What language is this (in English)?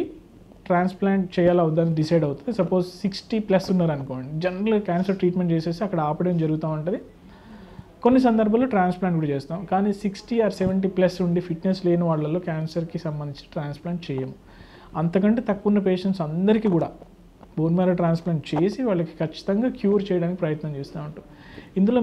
Telugu